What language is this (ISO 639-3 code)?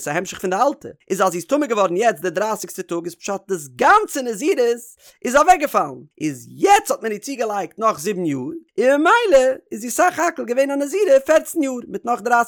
yid